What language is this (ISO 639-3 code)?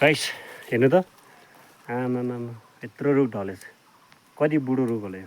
nep